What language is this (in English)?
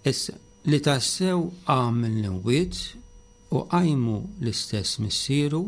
Maltese